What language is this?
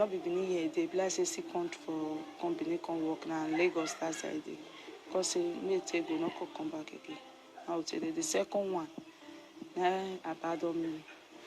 Nigerian Pidgin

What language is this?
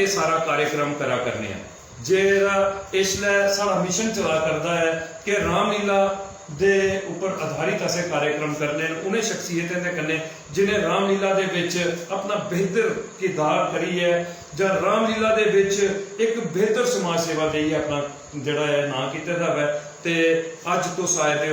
Dogri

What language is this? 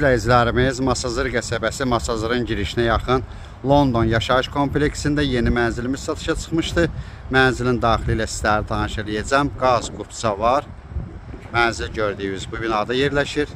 Azerbaijani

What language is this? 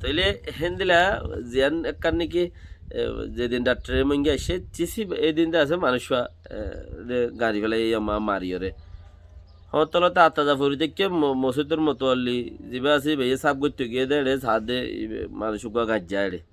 Rohingya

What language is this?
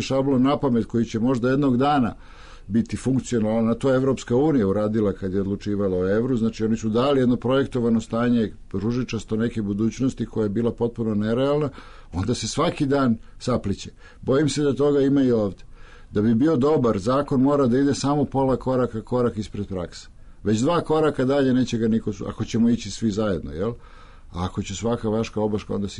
Serbian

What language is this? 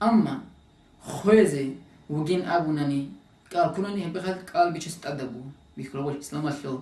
Avaric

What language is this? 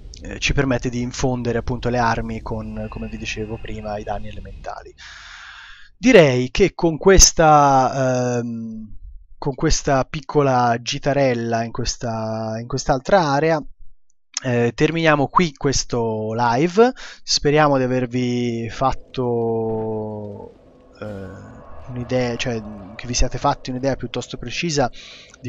Italian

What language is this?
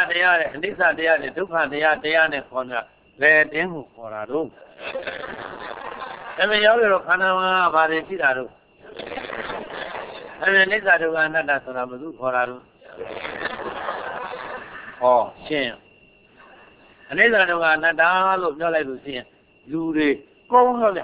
Burmese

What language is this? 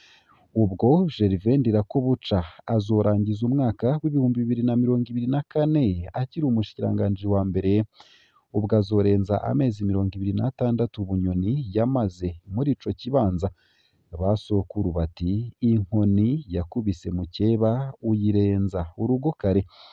Rundi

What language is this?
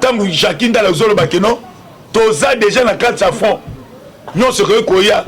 Lingala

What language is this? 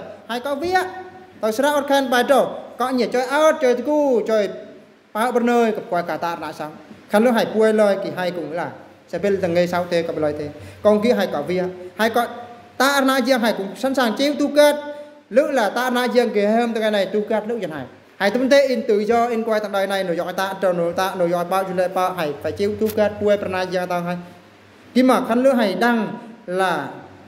Eastern Bru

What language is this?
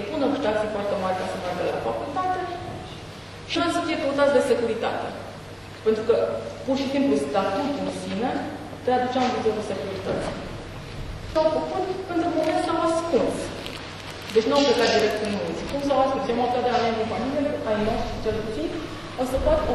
Romanian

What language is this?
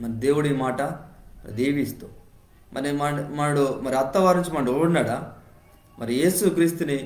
Koya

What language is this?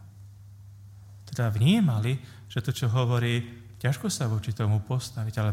Slovak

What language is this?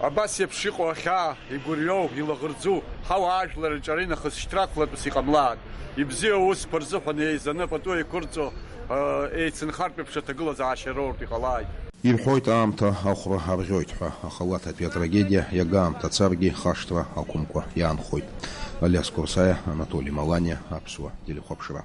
Abkhazian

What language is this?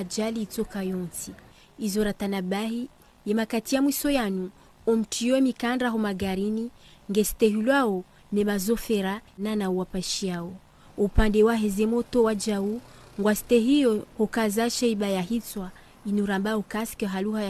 Ngazidja Comorian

